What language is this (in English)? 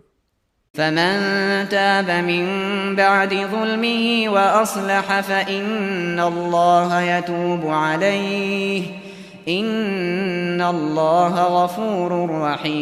Uyghur